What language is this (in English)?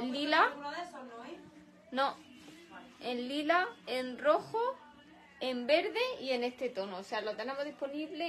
Spanish